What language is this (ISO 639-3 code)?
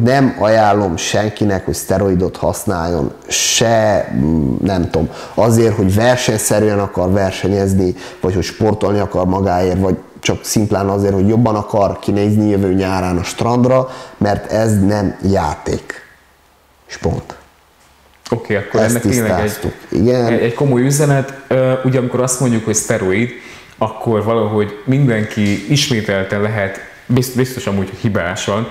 hun